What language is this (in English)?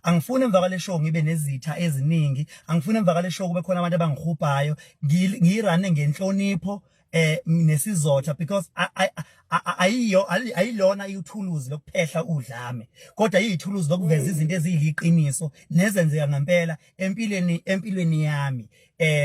Zulu